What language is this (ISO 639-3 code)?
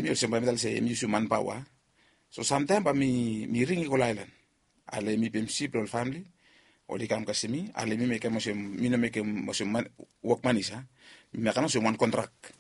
bis